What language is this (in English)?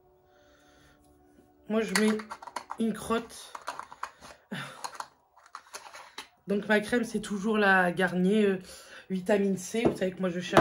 French